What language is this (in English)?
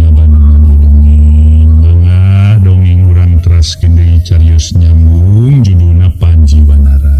Sundanese